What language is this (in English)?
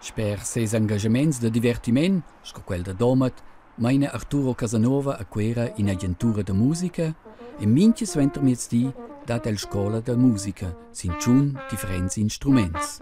Romansh